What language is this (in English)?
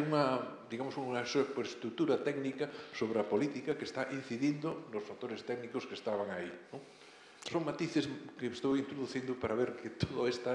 Galician